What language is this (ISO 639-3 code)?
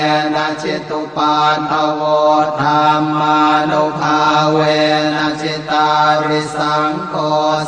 pli